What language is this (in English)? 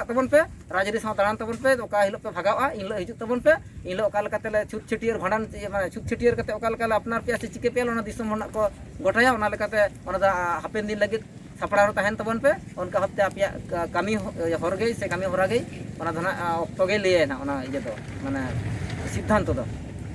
Santali